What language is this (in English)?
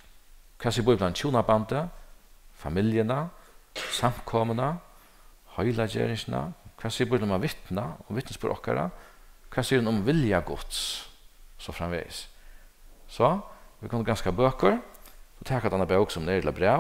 Faroese